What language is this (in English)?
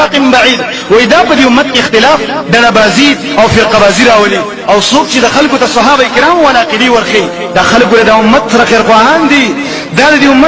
Pashto